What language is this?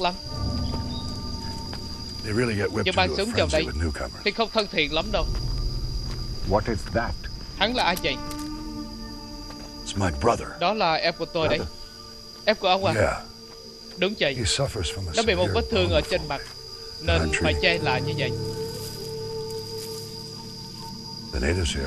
Vietnamese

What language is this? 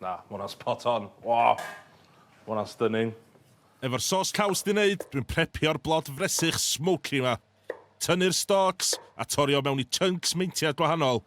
Welsh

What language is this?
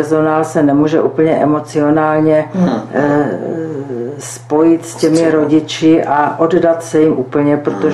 Czech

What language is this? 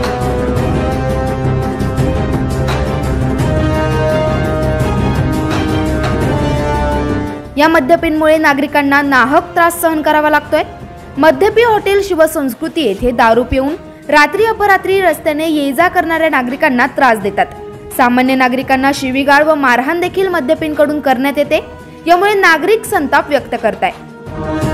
Marathi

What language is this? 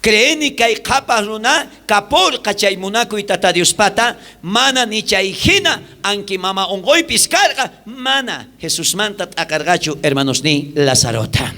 South Bolivian Quechua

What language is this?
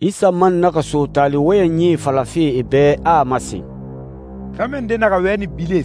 Susu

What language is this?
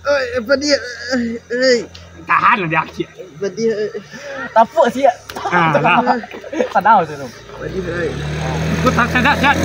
Minangkabau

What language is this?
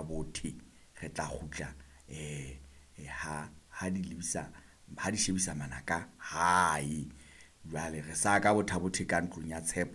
Southern Sotho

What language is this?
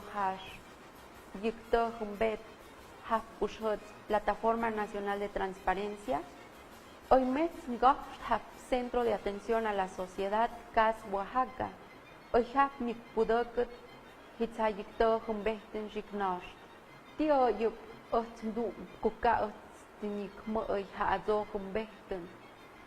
Tlahuitoltepec Mixe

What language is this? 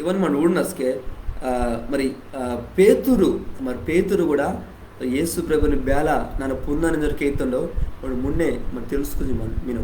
Koya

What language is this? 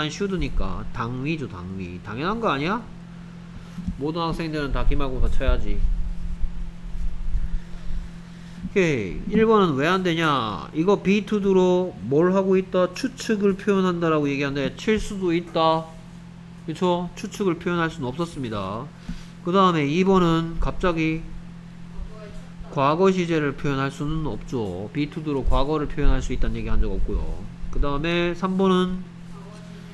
Korean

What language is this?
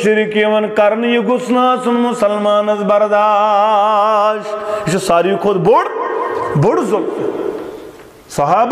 Kashmiri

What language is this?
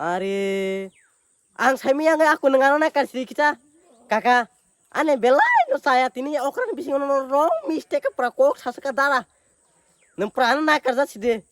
Kok Borok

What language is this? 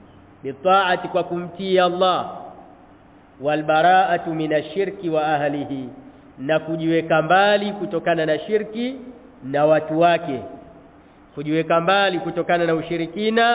Swahili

